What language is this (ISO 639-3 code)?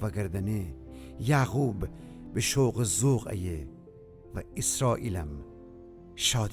glk